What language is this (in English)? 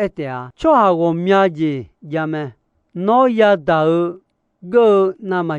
Akha